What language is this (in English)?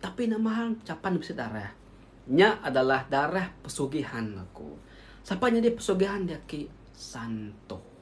Iban